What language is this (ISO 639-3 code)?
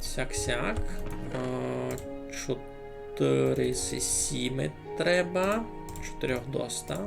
rue